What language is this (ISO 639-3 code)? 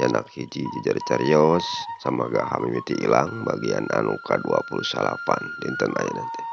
sun